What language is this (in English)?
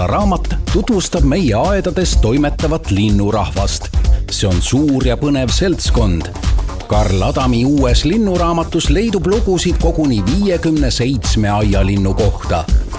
Estonian